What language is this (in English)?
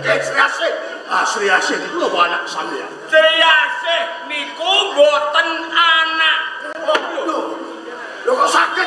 Javanese